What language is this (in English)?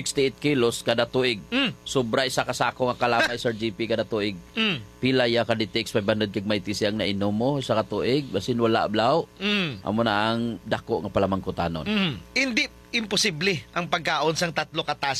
Hiligaynon